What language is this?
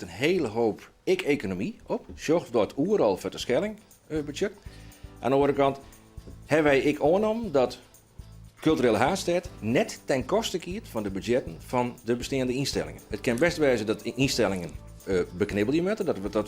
Western Frisian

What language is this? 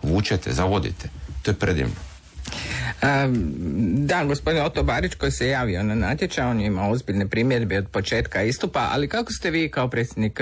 Croatian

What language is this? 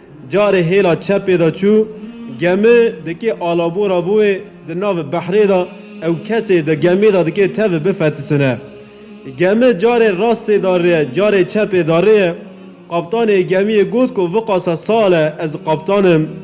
Kurdish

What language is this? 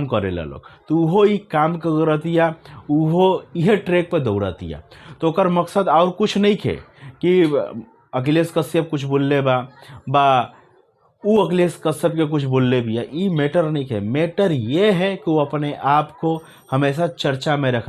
Bhojpuri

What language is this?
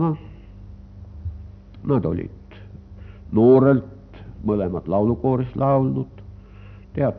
Estonian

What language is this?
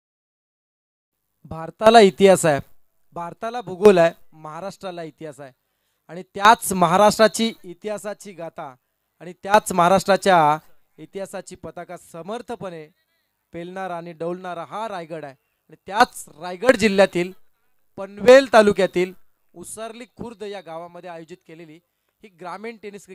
Marathi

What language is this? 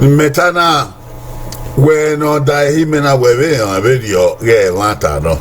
Bini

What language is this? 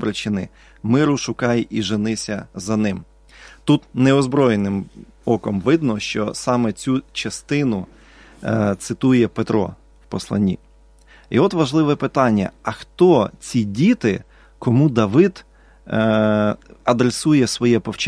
Ukrainian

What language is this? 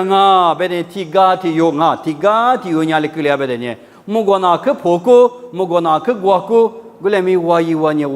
Lisu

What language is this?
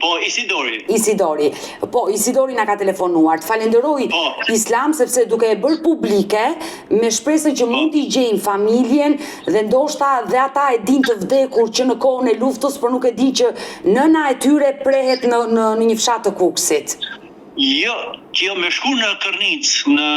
Albanian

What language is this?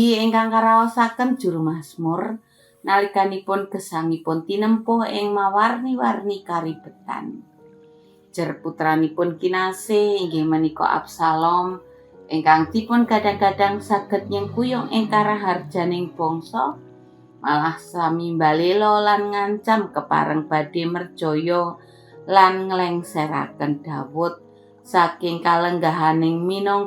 Javanese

